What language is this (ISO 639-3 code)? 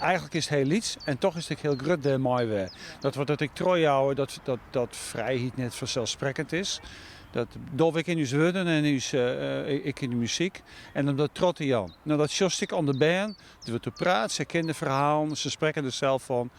fry